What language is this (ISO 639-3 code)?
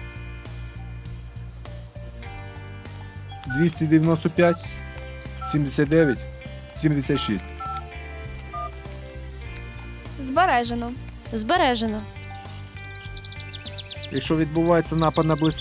ukr